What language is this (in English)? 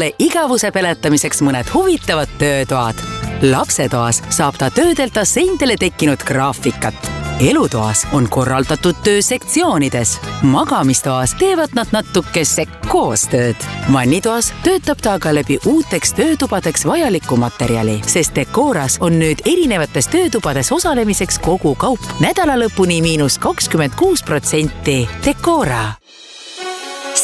Estonian